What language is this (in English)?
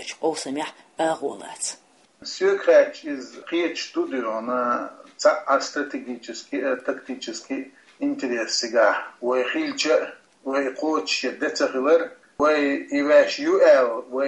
Chechen